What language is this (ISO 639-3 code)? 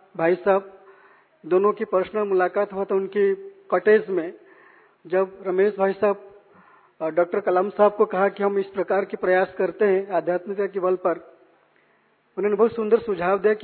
hin